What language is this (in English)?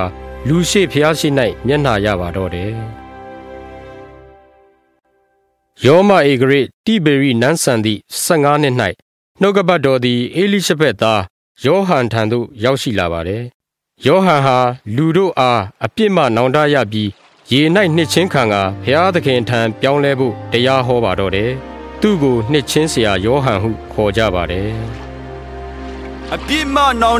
Burmese